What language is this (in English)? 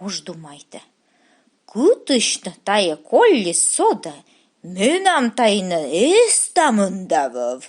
Komi